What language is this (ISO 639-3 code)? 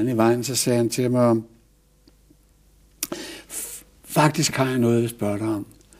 dan